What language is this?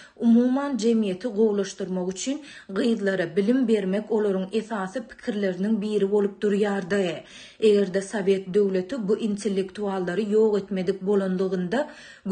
Turkmen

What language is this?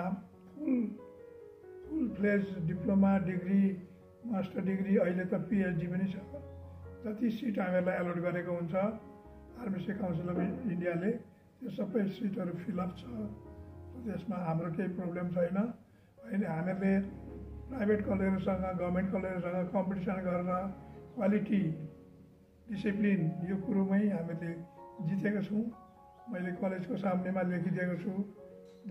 Nepali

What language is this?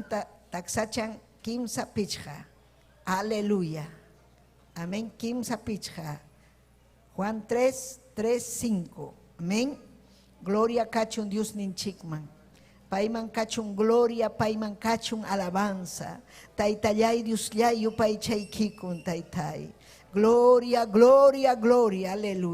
Ayacucho Quechua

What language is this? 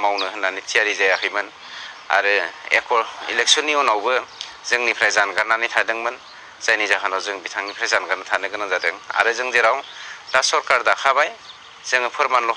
Bodo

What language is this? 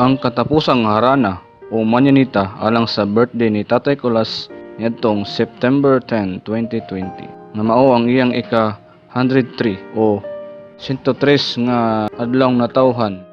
Cebuano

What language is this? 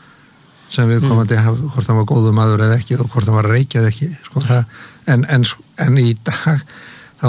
Icelandic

